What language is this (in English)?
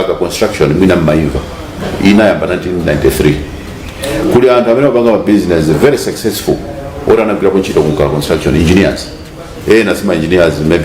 Nyanja